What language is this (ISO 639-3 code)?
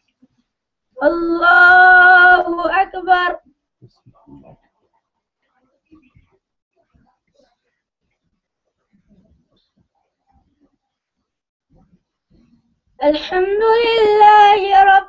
ara